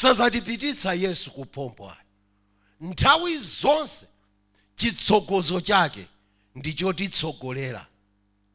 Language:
Nyanja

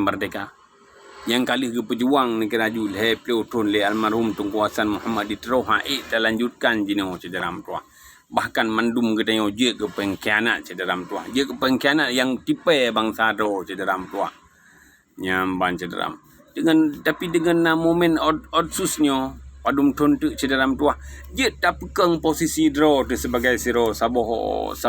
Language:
Achinese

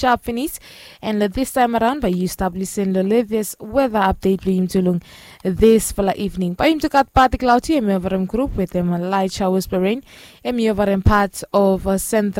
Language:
Bislama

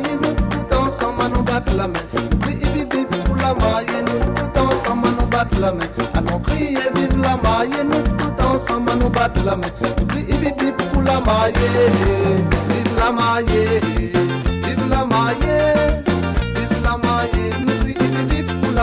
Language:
Réunion Creole French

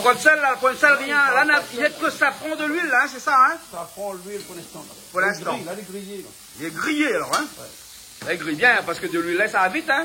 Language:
Réunion Creole French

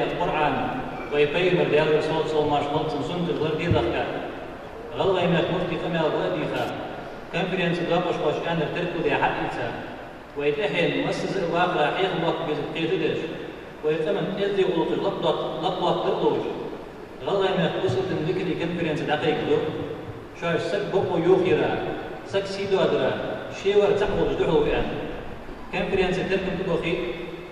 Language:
Ingush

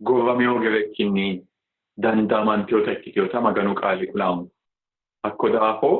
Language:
Sidamo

